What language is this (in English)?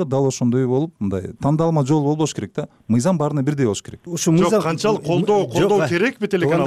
Kyrgyz